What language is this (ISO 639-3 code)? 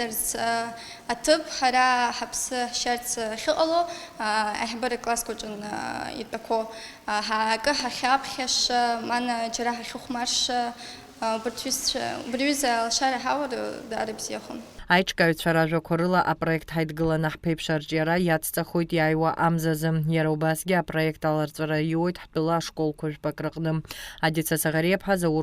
abk